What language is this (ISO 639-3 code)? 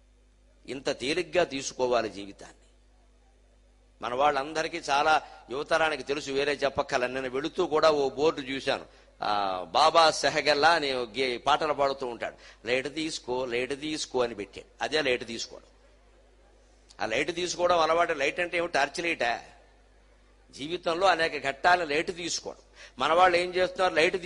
tel